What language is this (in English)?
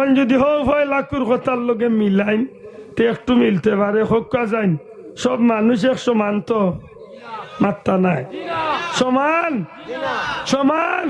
Sylheti